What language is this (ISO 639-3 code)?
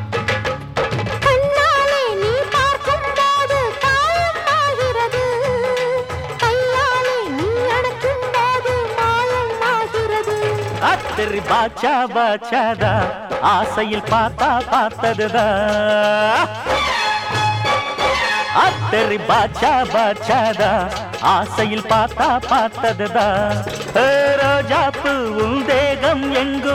tam